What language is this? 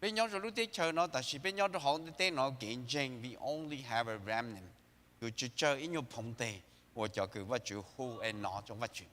Hmong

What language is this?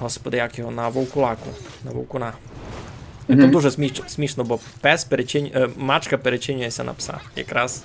Rusyn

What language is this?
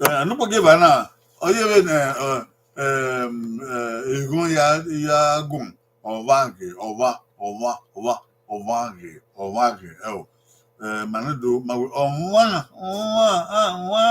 Bini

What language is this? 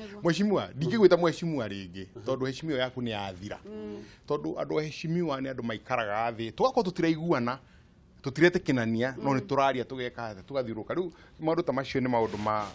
Kikuyu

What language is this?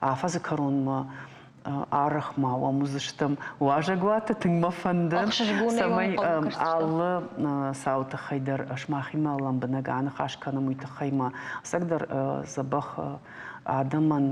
Ossetic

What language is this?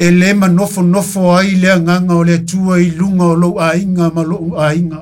Samoan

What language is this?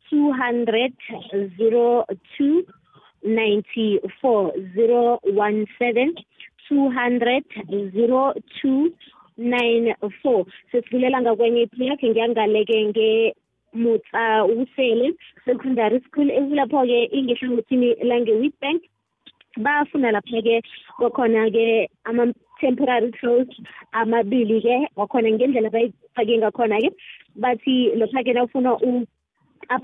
South Ndebele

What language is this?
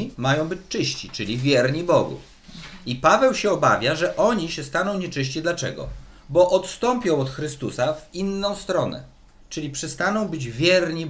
Polish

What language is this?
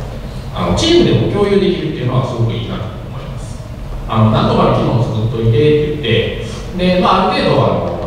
Japanese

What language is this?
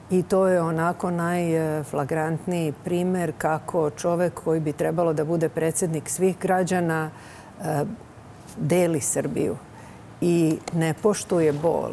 Serbian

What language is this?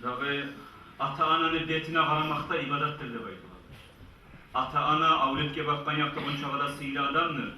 Kumyk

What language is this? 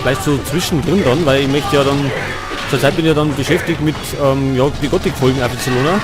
Bavarian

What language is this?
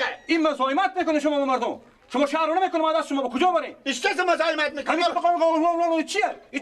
Persian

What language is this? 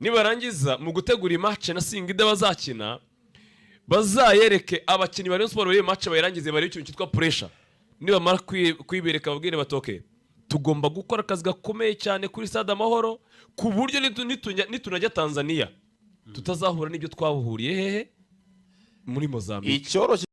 Kinyarwanda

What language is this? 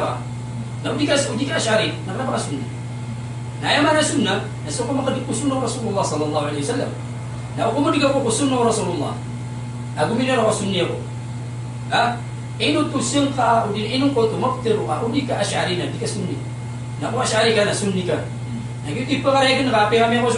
Maranao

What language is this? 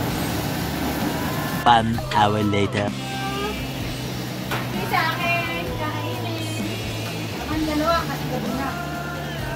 Filipino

